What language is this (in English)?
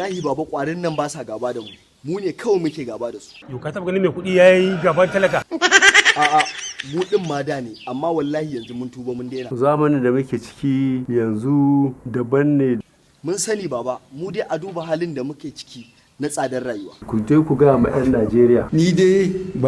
Hausa